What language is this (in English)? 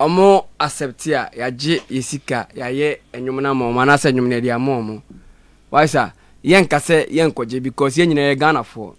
Akan